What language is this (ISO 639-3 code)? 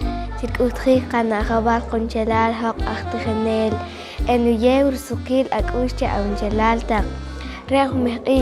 poh